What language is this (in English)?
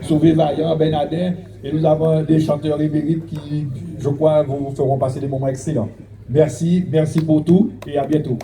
Guadeloupean Creole French